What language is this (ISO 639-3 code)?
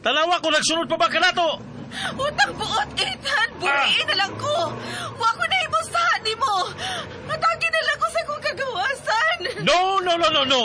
ceb